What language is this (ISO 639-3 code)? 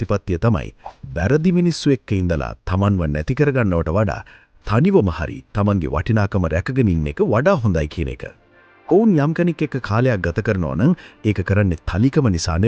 sin